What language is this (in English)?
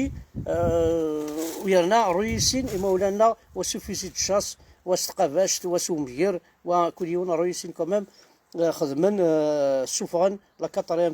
Kabyle